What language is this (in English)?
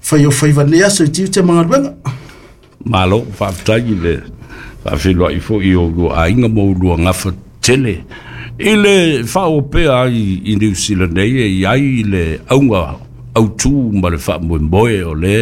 Samoan